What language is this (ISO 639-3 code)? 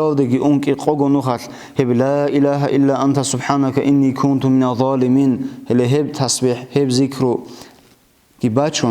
ava